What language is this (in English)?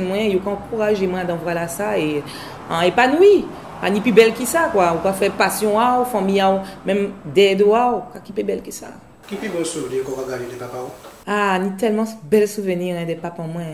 Guadeloupean Creole French